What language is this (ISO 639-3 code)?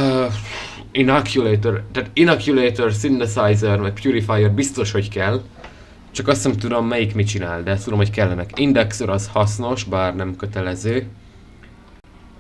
hun